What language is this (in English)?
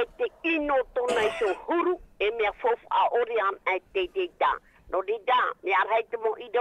Tahitian